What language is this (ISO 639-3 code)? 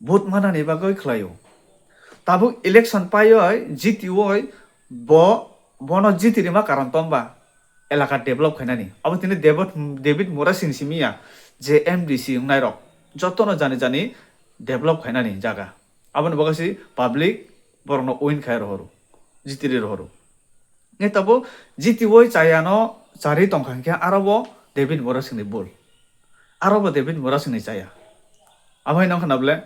trp